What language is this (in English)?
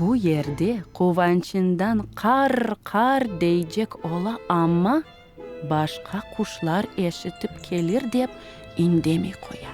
Crimean Tatar